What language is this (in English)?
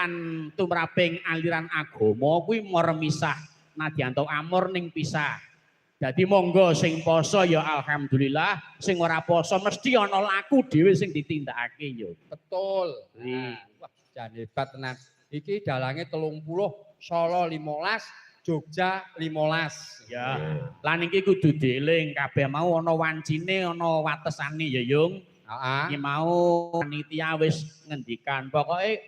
Javanese